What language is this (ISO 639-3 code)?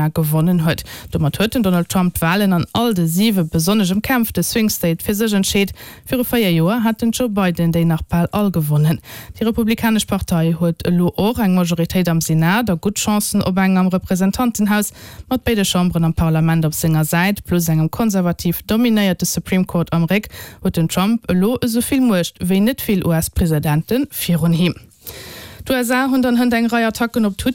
ltz